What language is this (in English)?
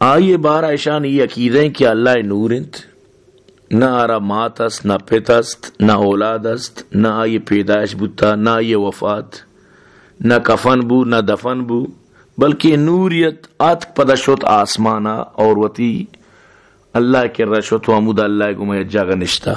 Baluchi